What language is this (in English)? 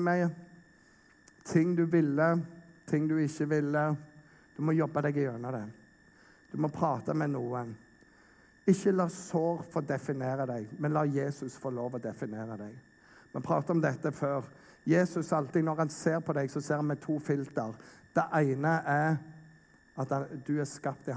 Norwegian